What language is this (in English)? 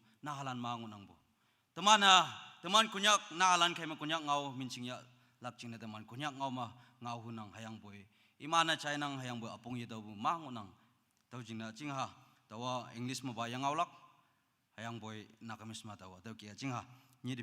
Naga Pidgin